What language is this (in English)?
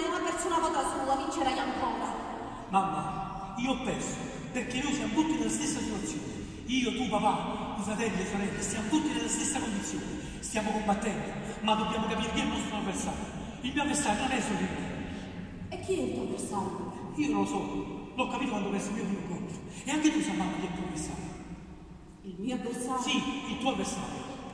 Italian